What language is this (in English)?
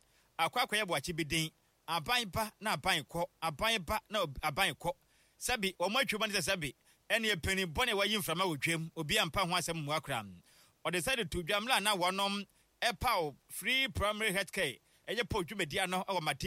Akan